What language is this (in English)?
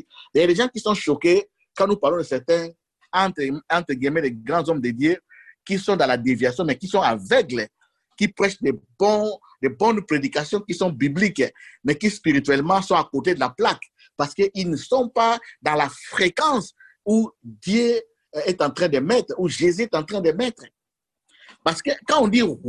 French